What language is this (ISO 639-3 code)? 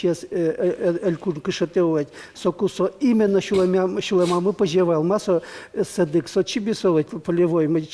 udm